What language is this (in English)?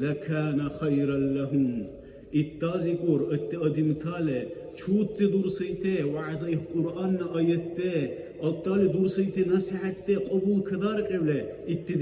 Dargwa